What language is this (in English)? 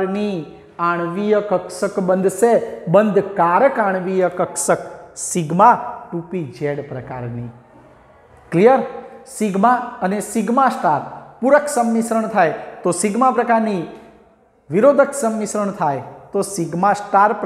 Gujarati